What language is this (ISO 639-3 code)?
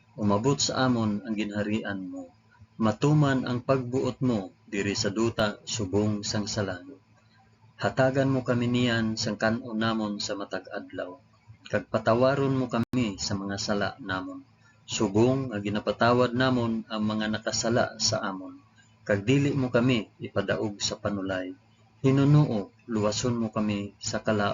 hil